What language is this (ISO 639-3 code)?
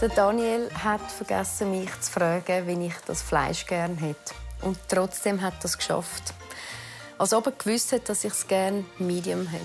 gsw